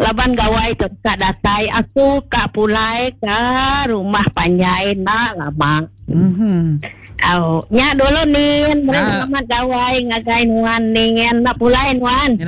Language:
Iban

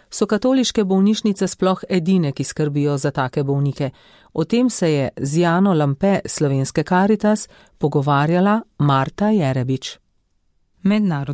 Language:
Slovenian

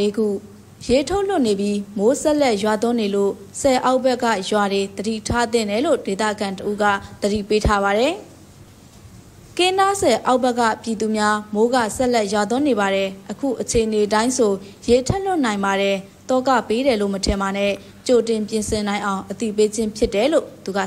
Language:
Burmese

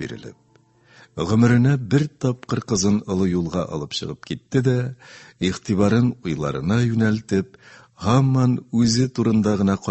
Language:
Tatar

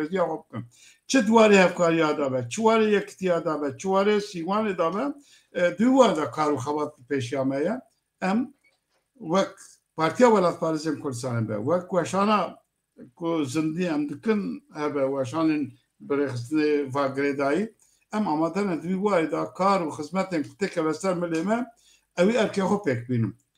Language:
Kurdish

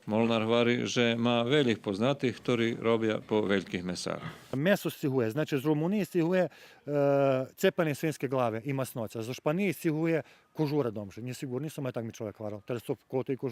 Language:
Rusyn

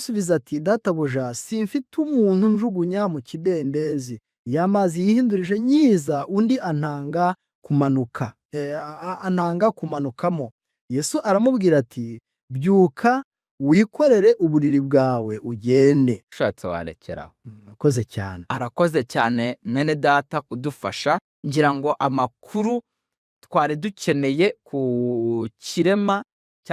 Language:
Kinyarwanda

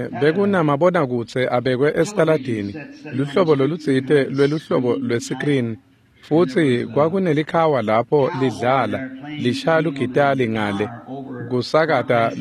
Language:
Swati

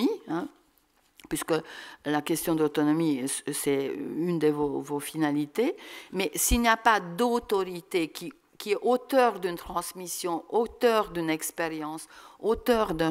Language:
French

